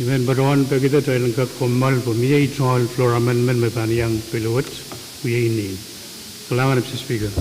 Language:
Pohnpeian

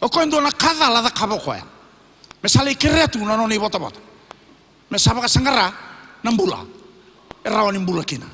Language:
Fijian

